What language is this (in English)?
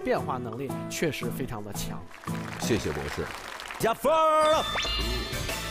Chinese